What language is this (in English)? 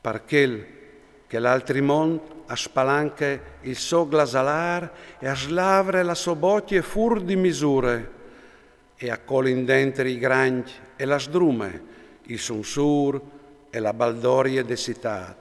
Friulian